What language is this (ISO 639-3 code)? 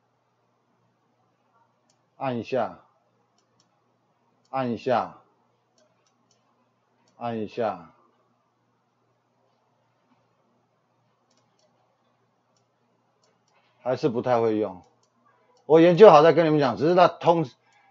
zho